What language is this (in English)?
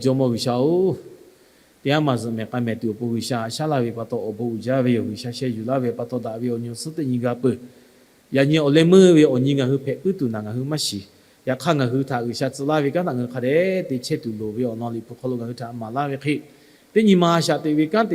Lahu